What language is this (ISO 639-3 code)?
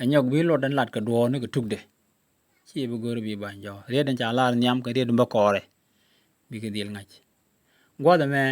nus